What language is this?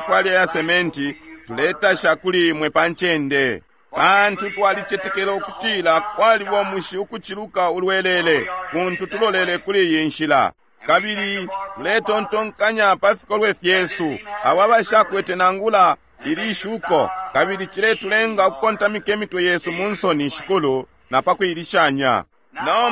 Bemba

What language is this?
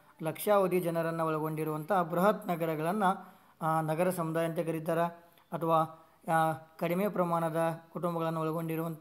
Kannada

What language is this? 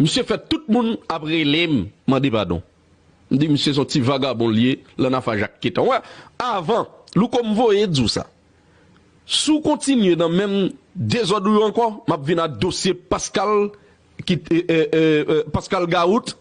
Haitian Creole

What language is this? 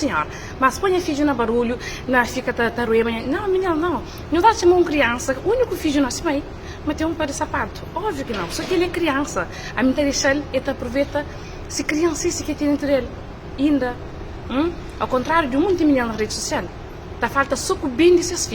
Kabuverdianu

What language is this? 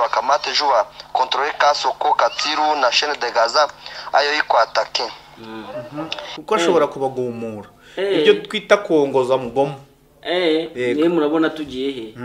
Kinyarwanda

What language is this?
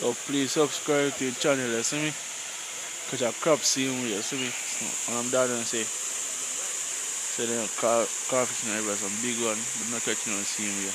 Jamaican Creole English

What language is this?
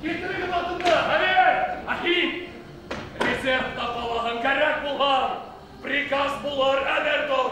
Bashkir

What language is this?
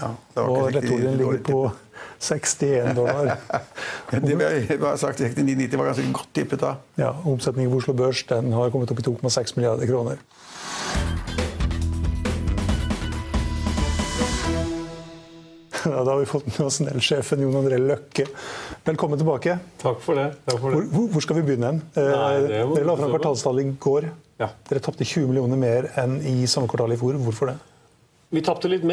Norwegian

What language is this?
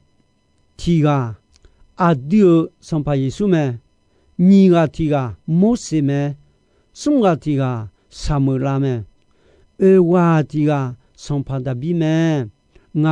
Akha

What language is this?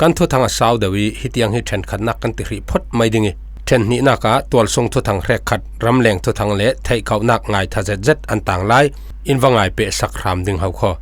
Falam Chin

